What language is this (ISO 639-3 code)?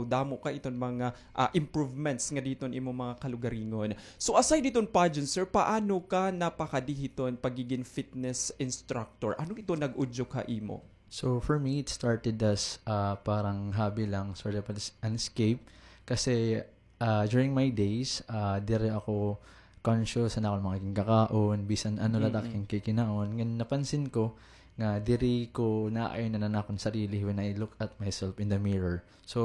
war